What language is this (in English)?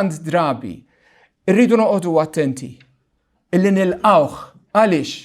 Maltese